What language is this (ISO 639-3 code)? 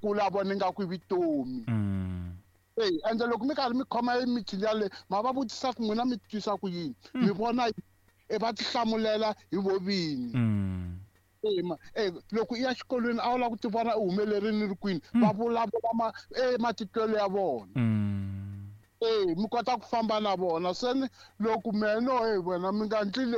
tso